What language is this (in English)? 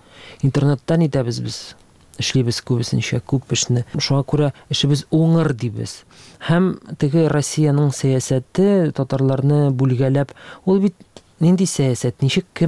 Tatar